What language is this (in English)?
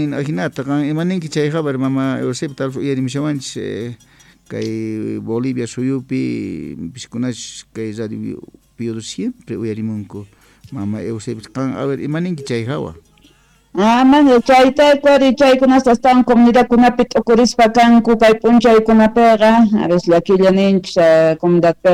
South Bolivian Quechua